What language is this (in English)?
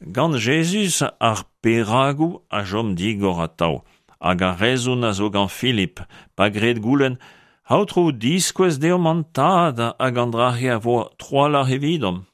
Breton